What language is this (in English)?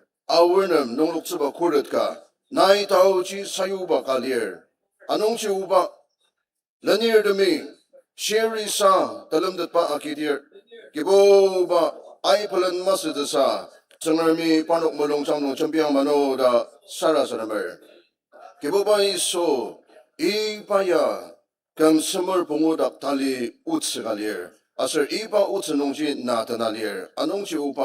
Ao Naga